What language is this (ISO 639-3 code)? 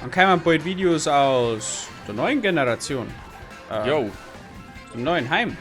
bar